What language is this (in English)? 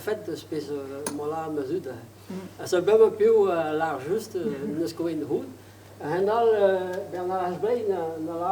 Breton